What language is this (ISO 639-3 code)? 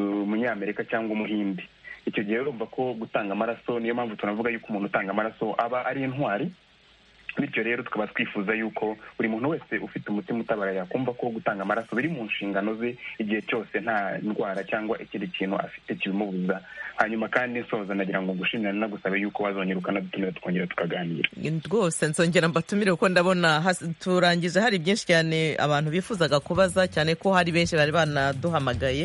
kin